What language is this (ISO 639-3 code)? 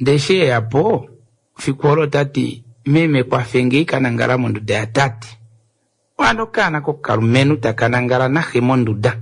kua